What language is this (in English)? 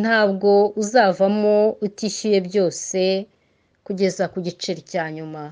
Kinyarwanda